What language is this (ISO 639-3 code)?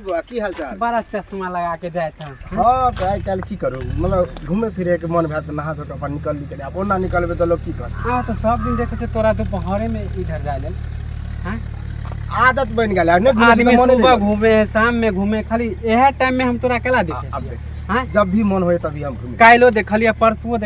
mai